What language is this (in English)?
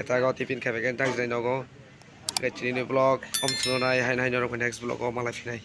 Kok Borok